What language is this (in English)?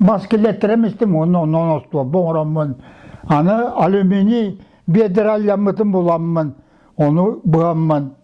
Yakut